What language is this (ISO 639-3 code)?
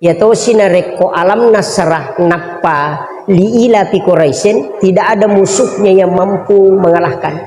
bug